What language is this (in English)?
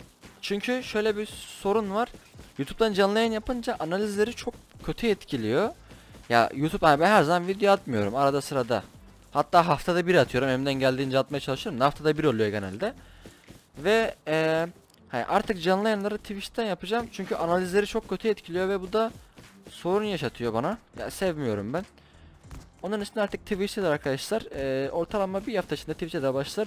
Turkish